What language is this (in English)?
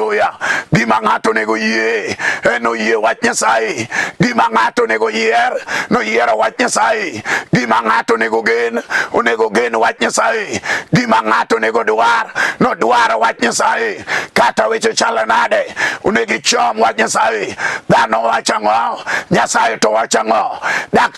Luo (Kenya and Tanzania)